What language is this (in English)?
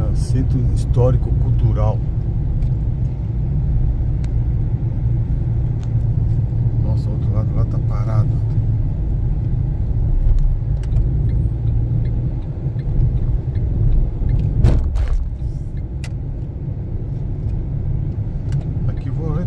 Portuguese